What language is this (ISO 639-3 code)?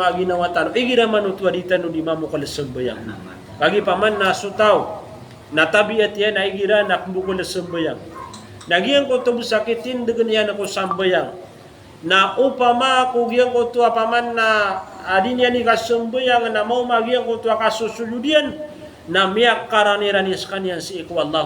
mrw